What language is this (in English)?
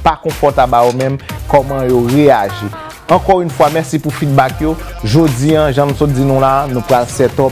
Haitian Creole